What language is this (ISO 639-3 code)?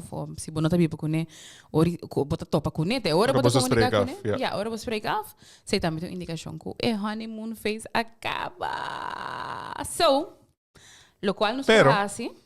pap